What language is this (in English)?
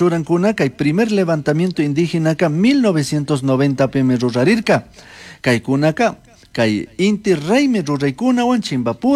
Chimborazo Highland Quichua